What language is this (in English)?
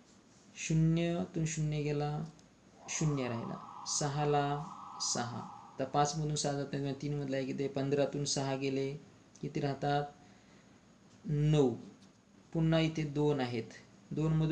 Marathi